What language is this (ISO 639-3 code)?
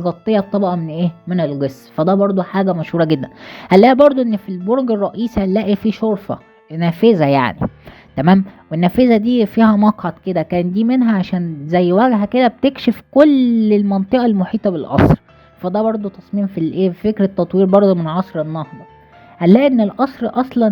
arz